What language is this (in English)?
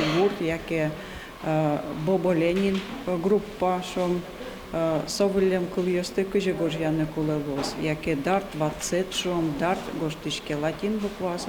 Udmurt